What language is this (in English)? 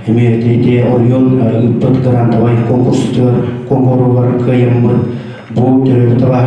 Yakut